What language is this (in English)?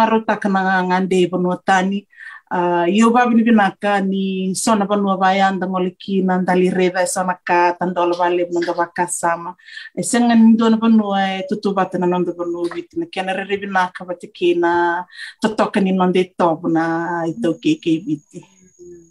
Fijian